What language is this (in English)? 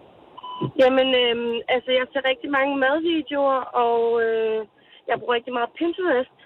Danish